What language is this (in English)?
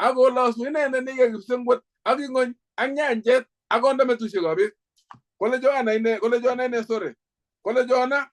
Kalenjin